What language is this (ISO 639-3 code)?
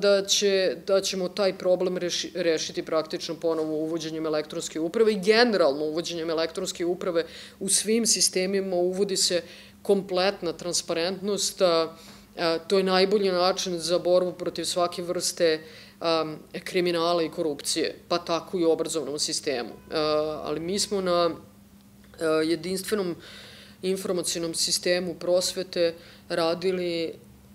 srp